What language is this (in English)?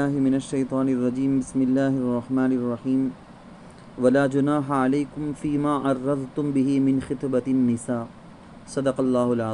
Urdu